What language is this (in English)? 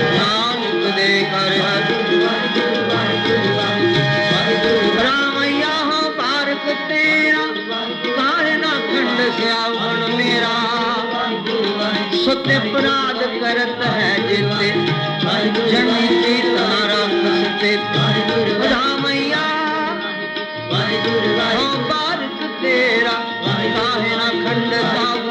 Punjabi